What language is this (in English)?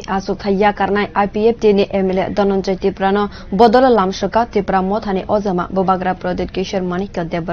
Kok Borok